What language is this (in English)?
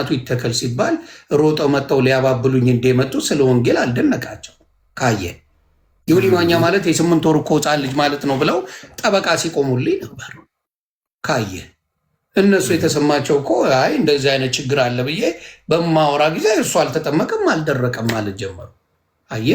Amharic